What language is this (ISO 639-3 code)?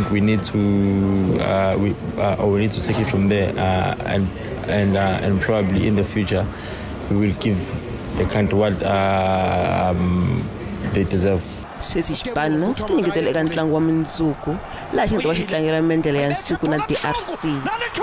tso